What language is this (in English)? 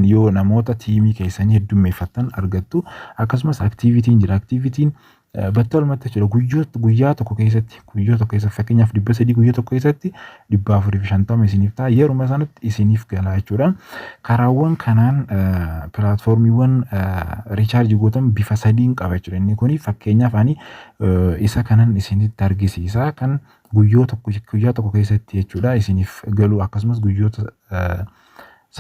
Oromo